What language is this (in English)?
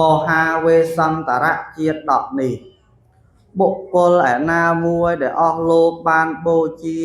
Khmer